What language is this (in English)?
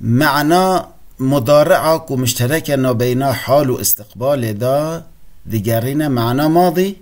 Kurdish